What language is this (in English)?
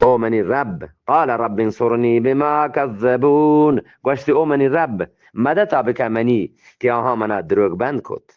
Eastern Balochi